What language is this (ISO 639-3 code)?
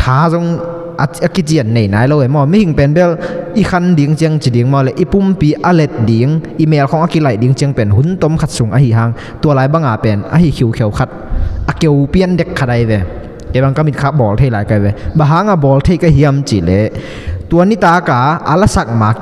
ctd